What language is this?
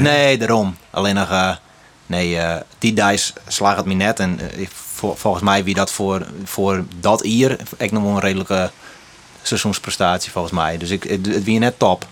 Western Frisian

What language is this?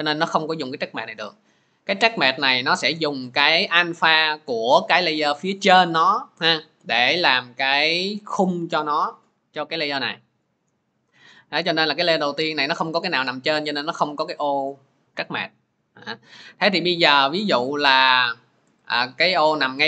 Vietnamese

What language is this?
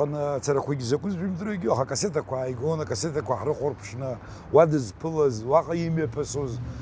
Abkhazian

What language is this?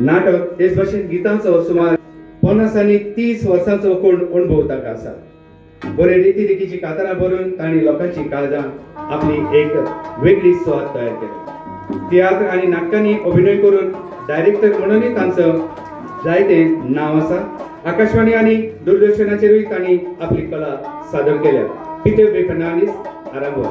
Konkani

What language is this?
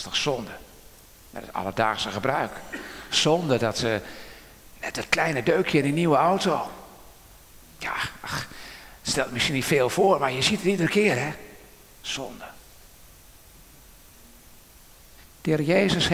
Dutch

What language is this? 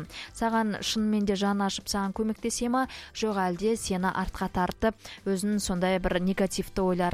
Kazakh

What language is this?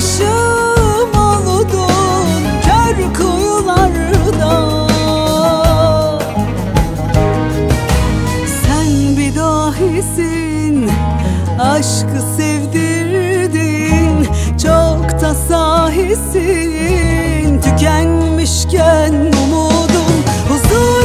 Turkish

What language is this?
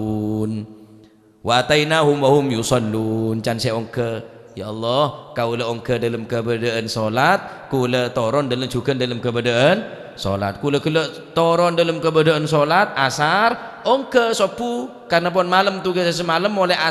Madurese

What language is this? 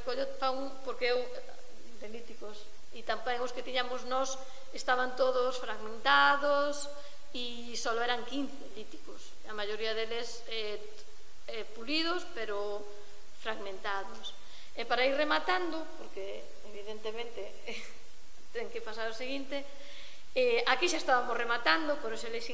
Galician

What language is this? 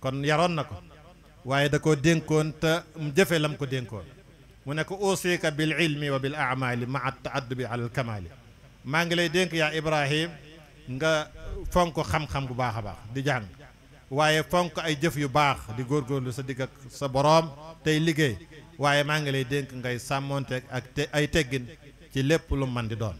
Wolof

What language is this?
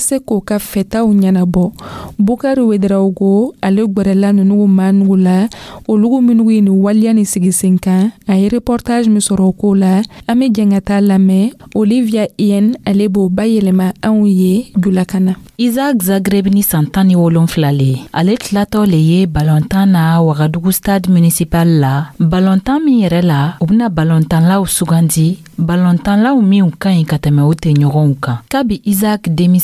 Dyula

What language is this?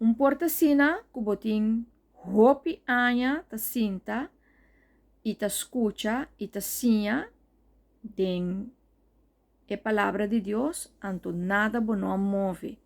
Papiamento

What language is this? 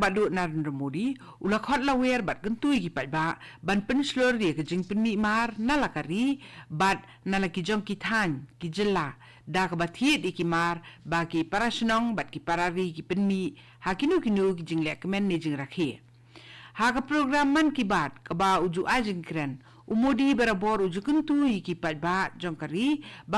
Khasi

